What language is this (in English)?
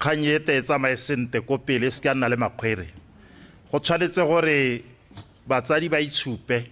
Tswana